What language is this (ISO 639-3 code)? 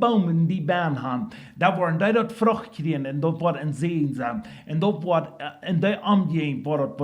pdt